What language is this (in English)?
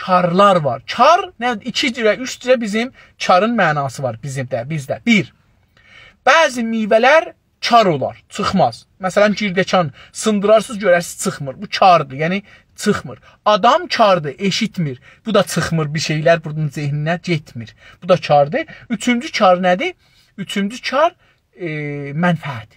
South Azerbaijani